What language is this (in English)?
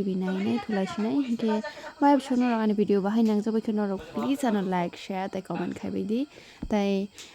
Kok Borok